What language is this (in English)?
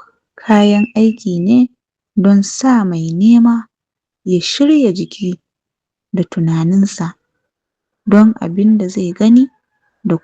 Hausa